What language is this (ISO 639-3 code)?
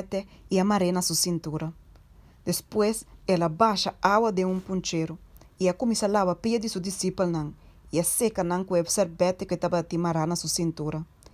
pap